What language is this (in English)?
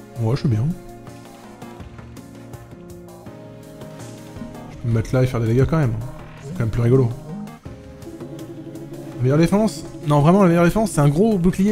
French